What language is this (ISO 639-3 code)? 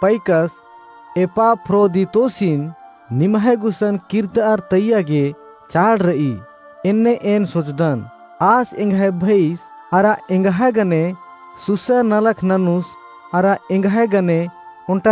kru